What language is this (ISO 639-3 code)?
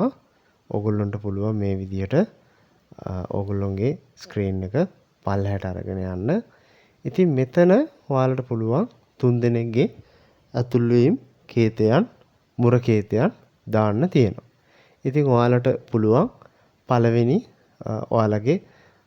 sin